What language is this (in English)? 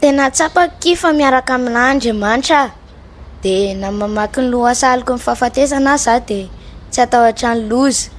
Malagasy